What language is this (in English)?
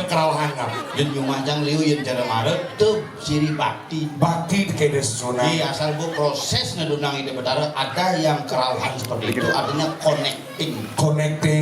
Balinese